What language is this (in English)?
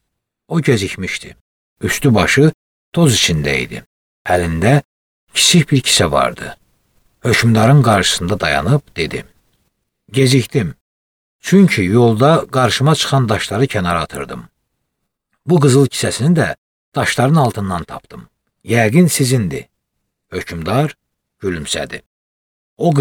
Azerbaijani